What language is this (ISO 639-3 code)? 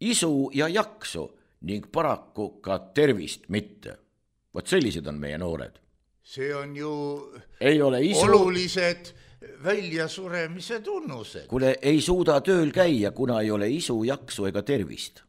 est